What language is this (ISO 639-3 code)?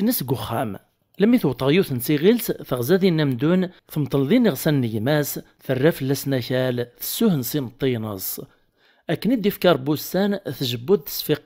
kab